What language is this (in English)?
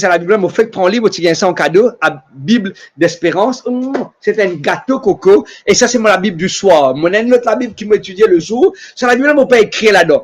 Morisyen